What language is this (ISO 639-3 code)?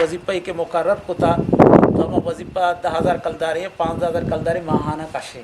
bgp